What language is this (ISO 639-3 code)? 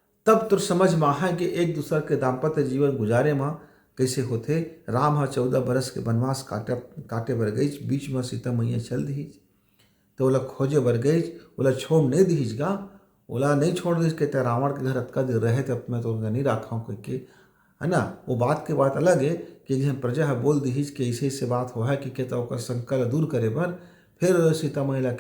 hne